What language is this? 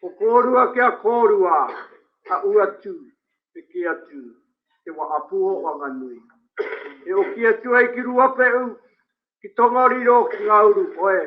Māori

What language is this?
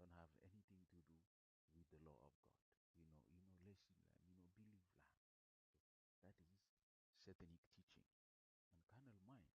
Bislama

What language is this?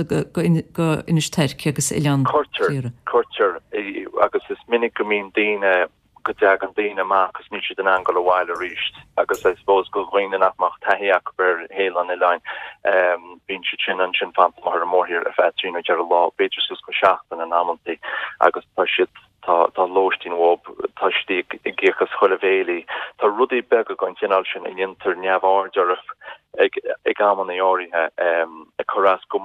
Irish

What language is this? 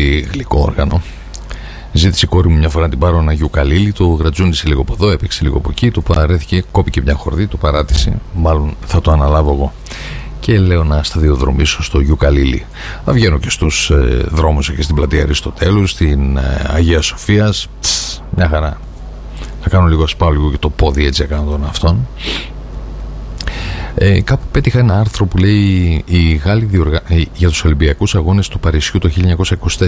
Greek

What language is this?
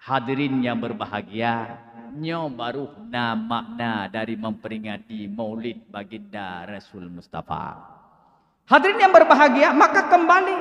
Achinese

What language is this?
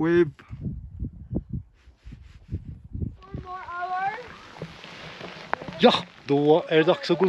Swedish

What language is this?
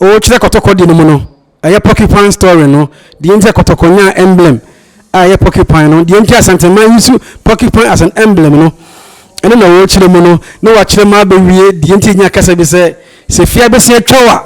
Akan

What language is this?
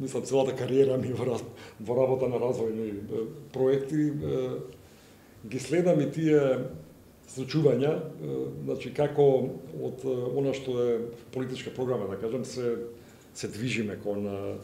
Macedonian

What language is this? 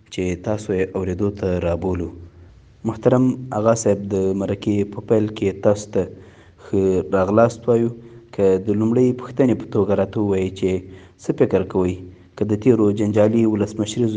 Pashto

